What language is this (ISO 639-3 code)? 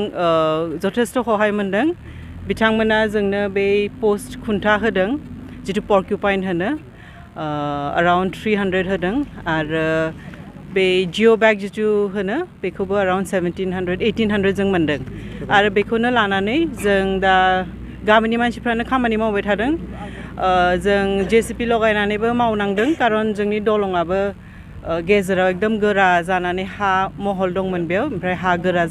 brx